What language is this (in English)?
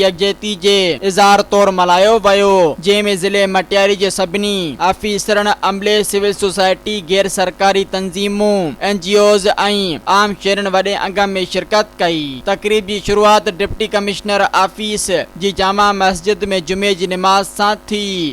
Sindhi